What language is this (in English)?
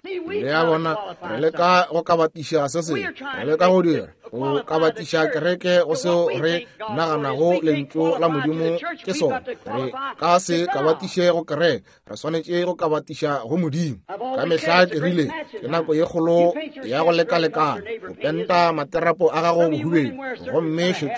Northern Sotho